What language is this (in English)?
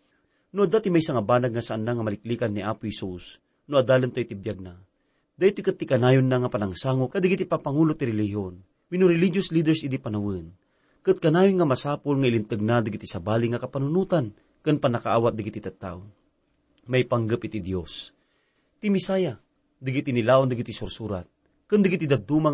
Iloko